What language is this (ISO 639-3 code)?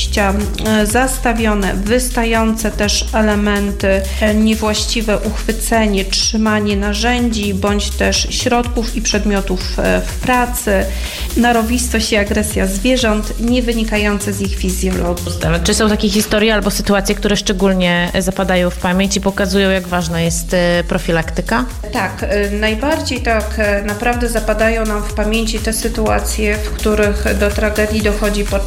pol